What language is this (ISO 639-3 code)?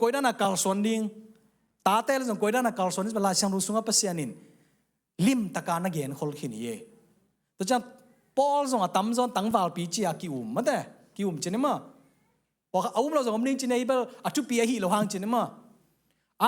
ctd